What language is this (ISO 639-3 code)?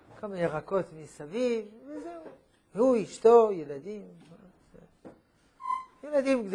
heb